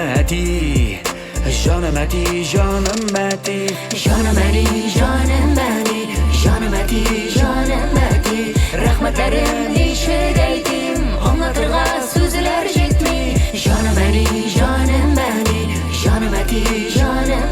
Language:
Tatar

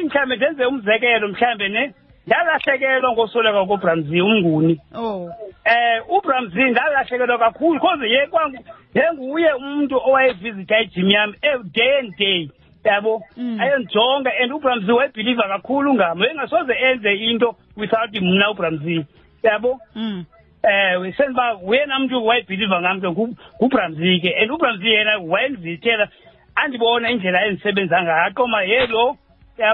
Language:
Xhosa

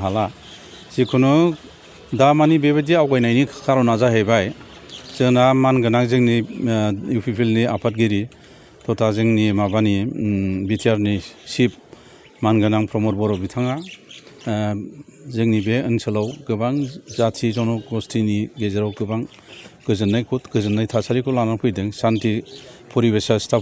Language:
Bodo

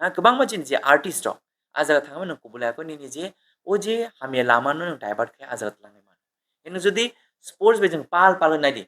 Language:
Kok Borok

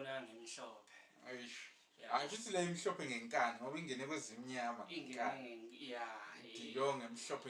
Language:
Zulu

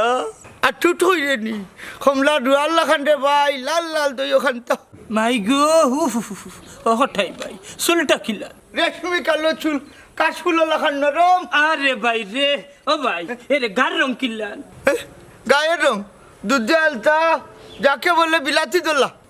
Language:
Sylheti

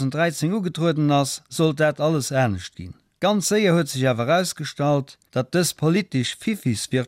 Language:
Luxembourgish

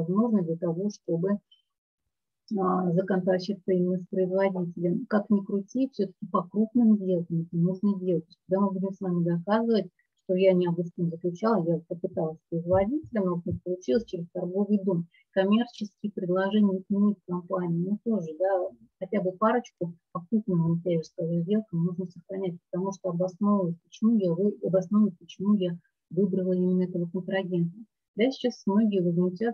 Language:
Russian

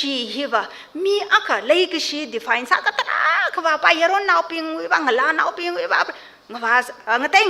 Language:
Tangkhul Naga (India)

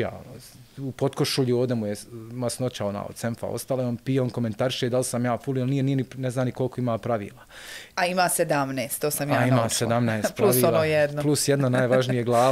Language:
Bosnian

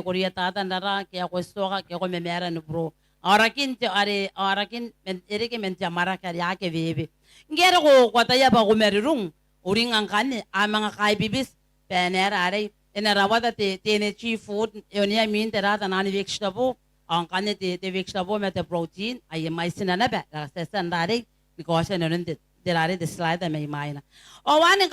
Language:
Gilbertese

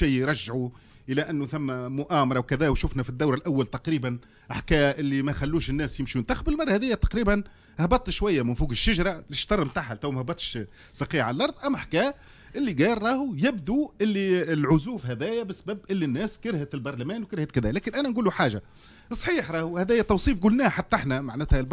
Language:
Tunisian Arabic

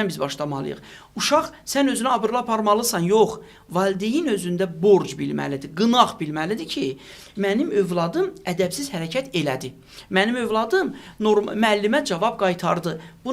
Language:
Azerbaijani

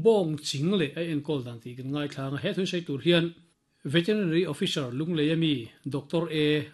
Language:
Mizo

